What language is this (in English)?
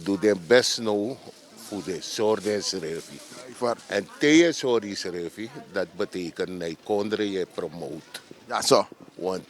Sranan Tongo